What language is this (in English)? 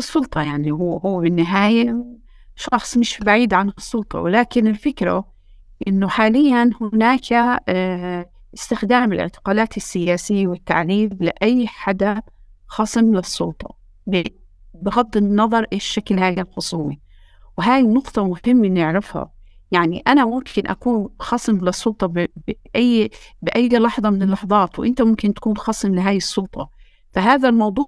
North Levantine Arabic